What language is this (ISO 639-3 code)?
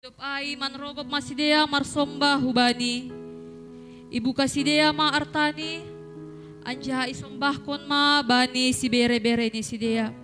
bts